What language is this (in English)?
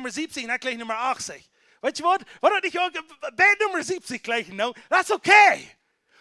Plautdietsch